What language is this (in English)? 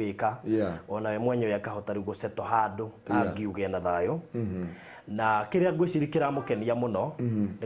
Kikuyu